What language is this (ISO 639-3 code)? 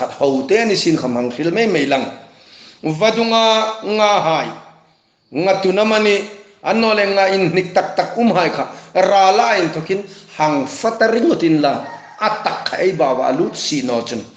hmr